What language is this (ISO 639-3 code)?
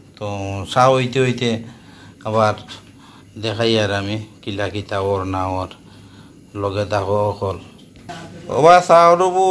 syl